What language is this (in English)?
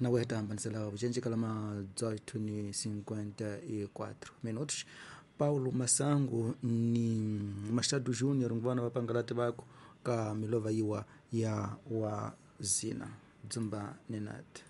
Tsonga